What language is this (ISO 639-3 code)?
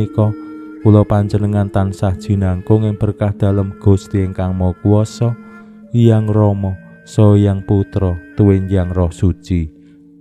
jav